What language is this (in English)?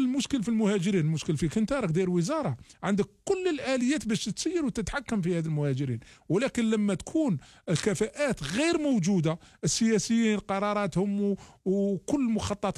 Algerian Arabic